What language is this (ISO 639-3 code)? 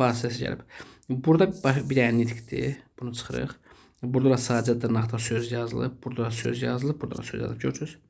aze